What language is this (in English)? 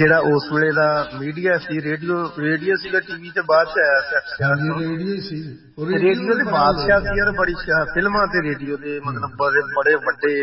Punjabi